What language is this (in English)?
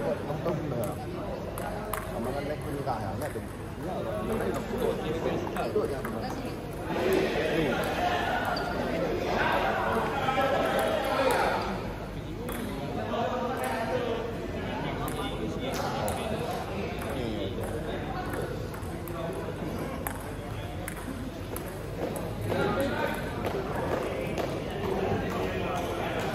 Malay